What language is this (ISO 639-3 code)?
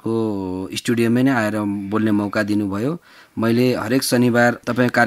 nep